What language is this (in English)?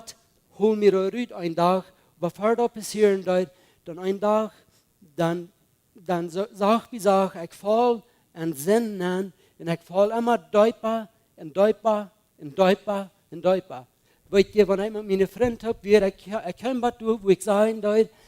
Plautdietsch